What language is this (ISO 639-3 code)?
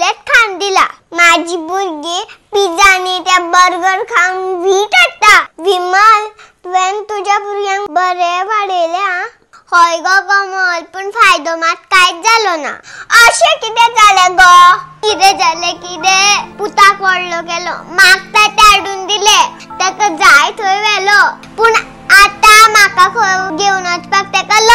kok